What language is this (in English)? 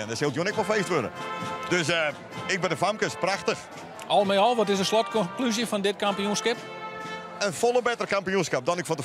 Western Frisian